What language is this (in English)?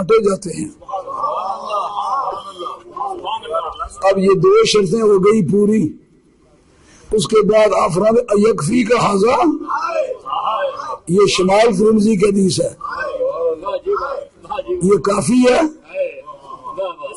Urdu